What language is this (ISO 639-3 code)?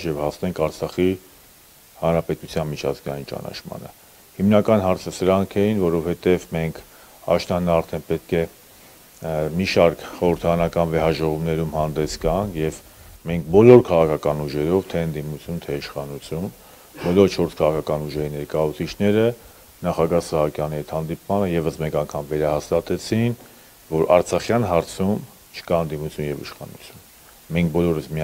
hye